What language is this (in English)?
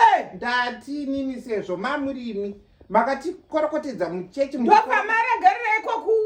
Shona